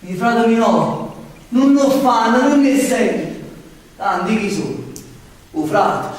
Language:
Neapolitan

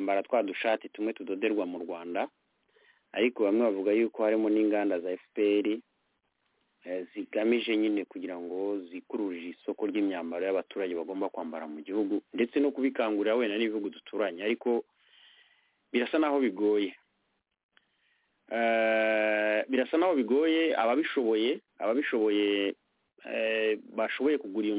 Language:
Kinyarwanda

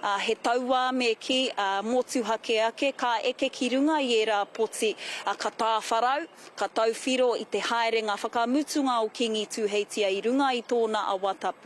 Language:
Māori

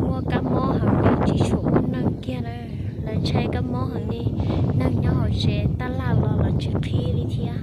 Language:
Hmong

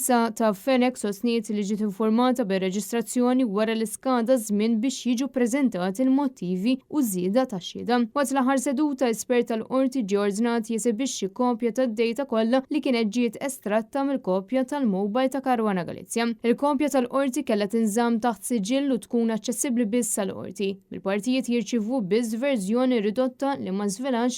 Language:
Maltese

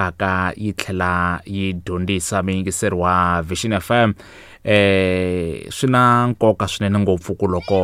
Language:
Tsonga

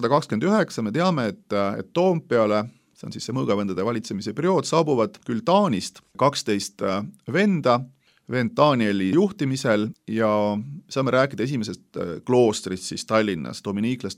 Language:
Estonian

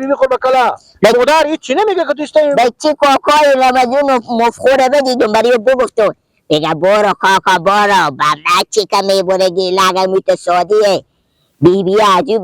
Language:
Persian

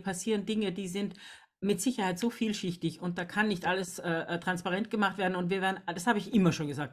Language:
German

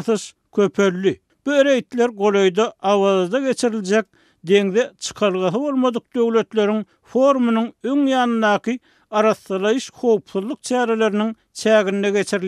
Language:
Turkmen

